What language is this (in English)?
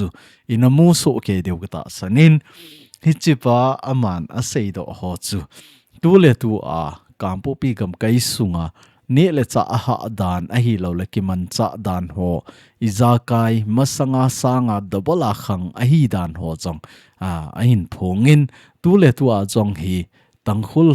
Thado Chin